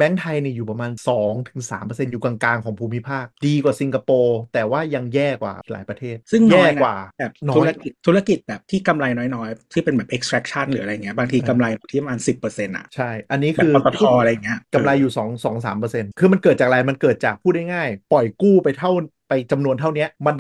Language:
Thai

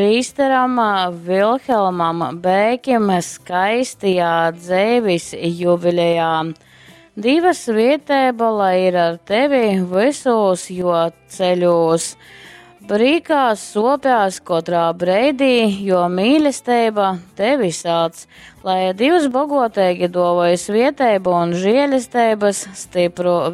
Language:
Latgalian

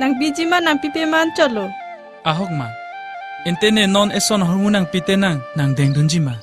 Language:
Karbi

